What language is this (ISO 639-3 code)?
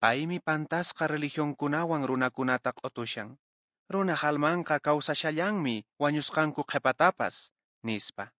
que